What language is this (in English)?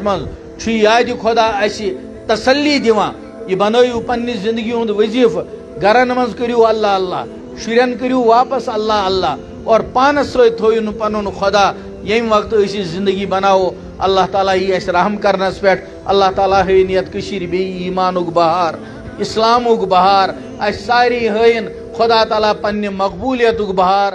Kashmiri